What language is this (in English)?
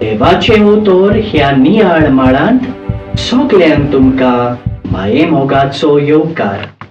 Konkani